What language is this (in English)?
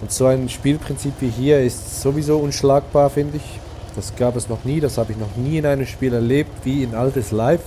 Swiss German